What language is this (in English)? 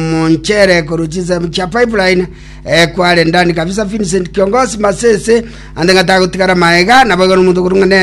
Gusii